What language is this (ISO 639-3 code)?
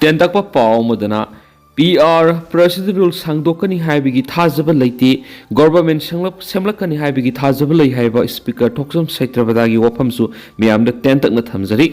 mni